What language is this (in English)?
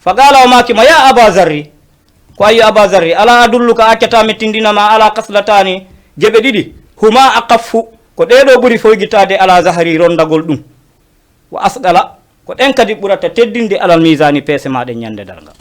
Fula